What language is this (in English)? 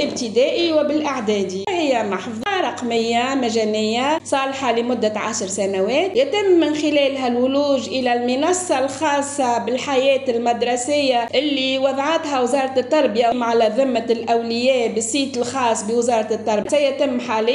Tunisian Arabic